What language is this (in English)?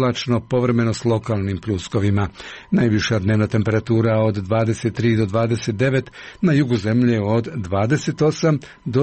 Croatian